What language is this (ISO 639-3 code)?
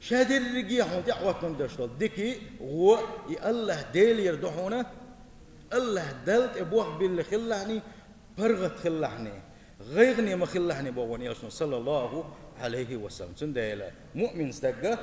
che